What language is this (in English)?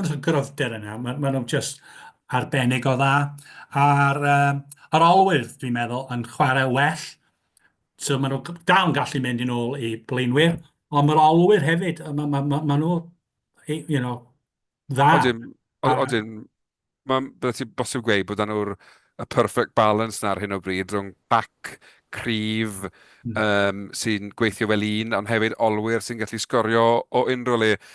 Welsh